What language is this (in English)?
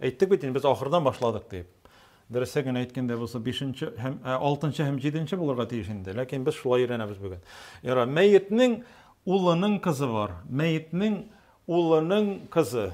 Tatar